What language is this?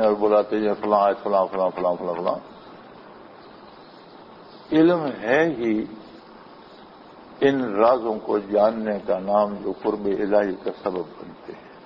Urdu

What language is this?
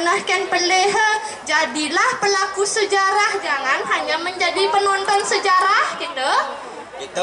Balinese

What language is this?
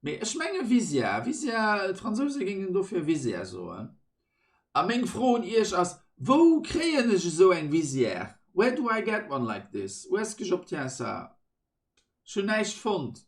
Luxembourgish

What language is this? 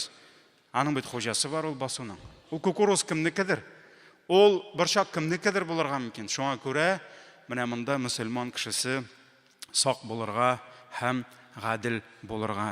Tatar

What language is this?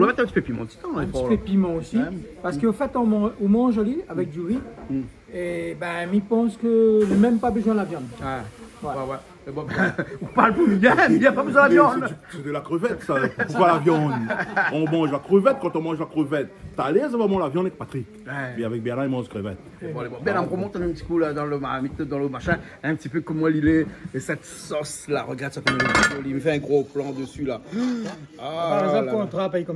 Réunion Creole French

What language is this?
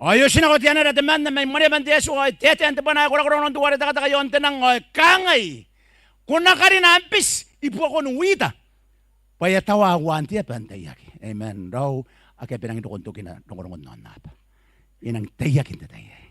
Gilbertese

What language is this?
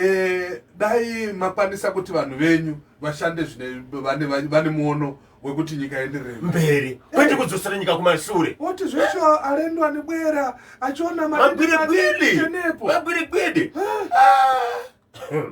Shona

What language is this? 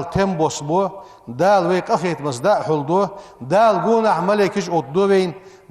Ingush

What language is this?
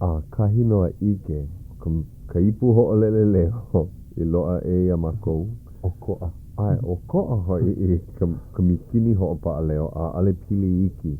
Hawaiian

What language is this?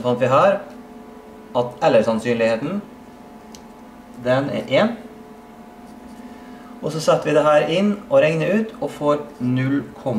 Norwegian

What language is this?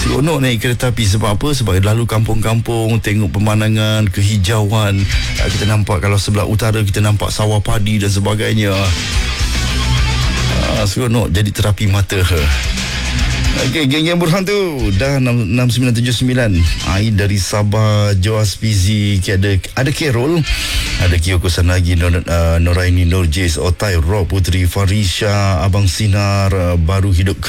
Malay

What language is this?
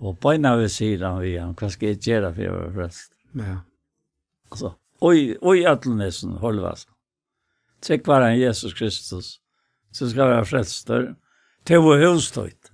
Faroese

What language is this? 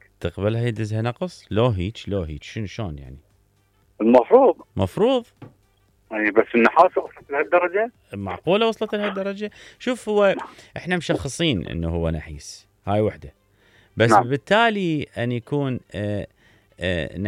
Mesopotamian Arabic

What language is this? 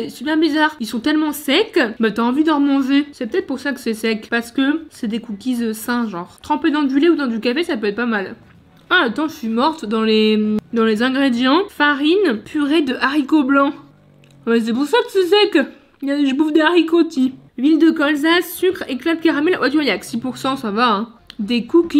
French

